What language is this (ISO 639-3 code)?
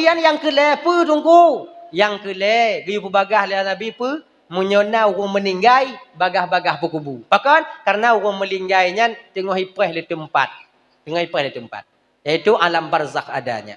ace